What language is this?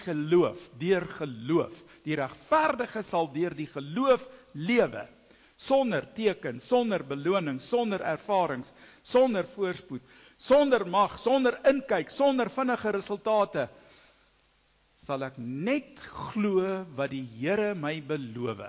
Afrikaans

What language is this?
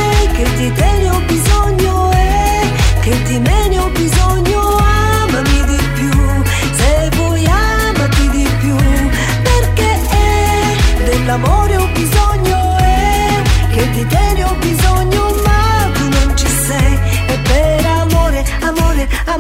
Italian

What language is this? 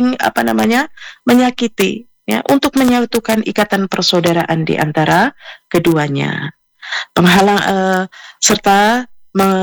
Indonesian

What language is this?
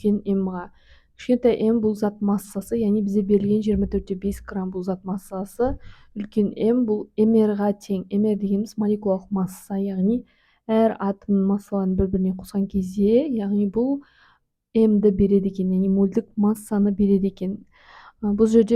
Kazakh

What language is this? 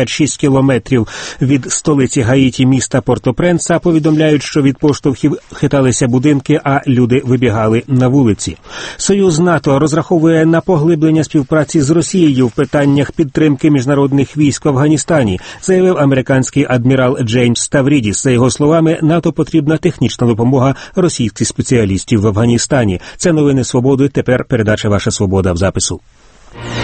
Ukrainian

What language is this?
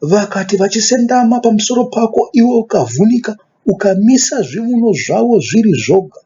Shona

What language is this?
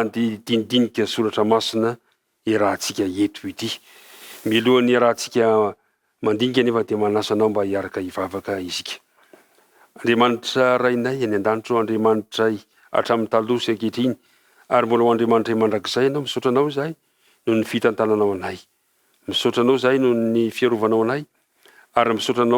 Malagasy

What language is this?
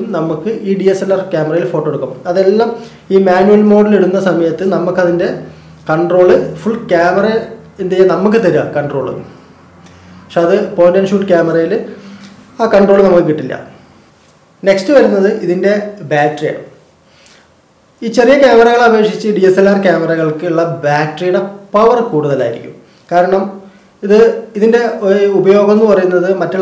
Malayalam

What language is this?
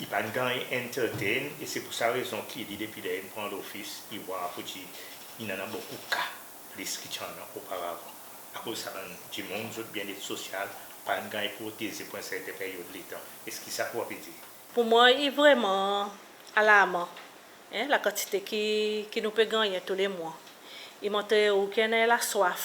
Seselwa Creole French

